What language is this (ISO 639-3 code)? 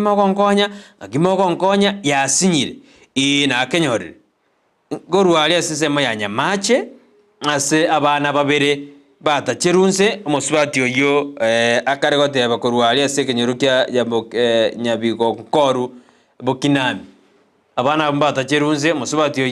guz